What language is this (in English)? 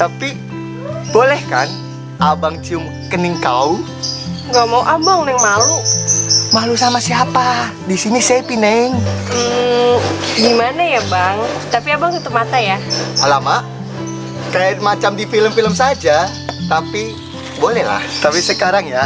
Betawi